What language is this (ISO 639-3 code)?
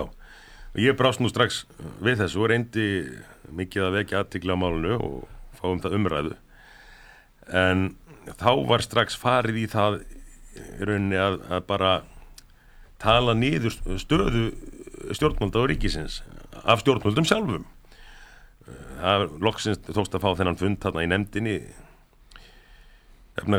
isl